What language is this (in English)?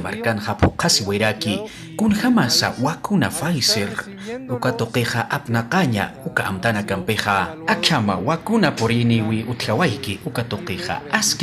Aymara